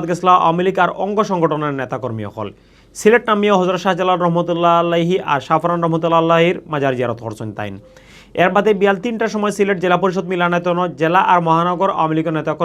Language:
Sylheti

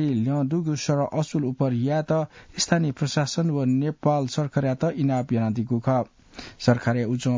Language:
Newari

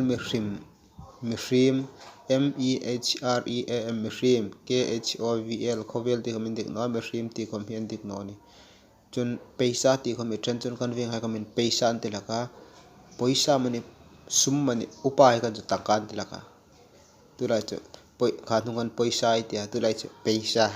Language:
Hmar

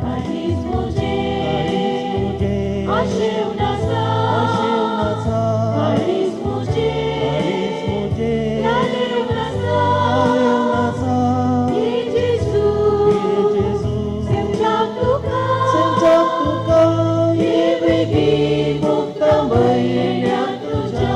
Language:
Konkani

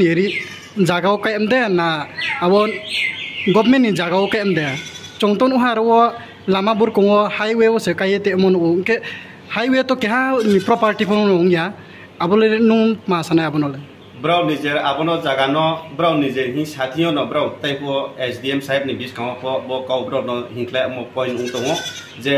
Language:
Riang (India)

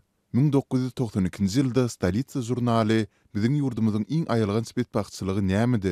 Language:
Turkmen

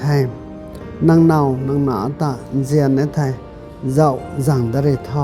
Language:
Rongmei Naga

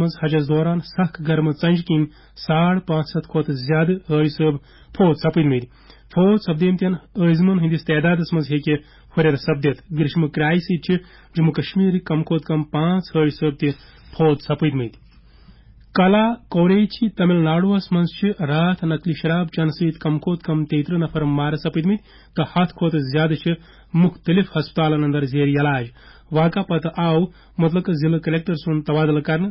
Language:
Kashmiri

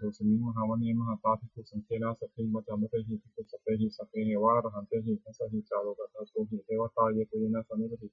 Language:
Pali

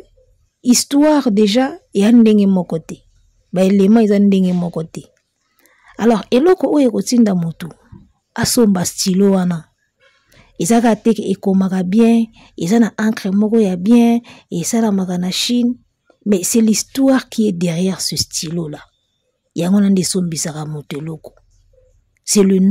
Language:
Lingala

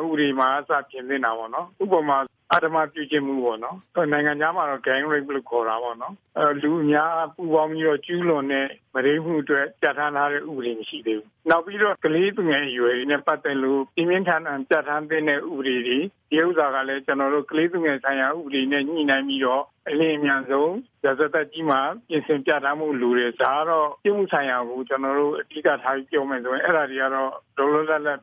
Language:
Burmese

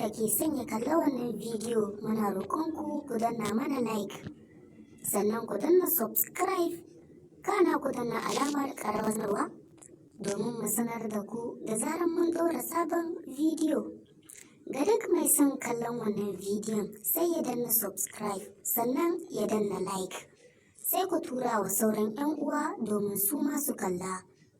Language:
Hausa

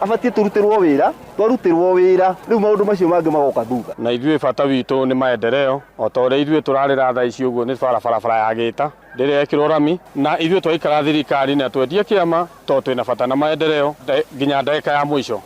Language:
Kikuyu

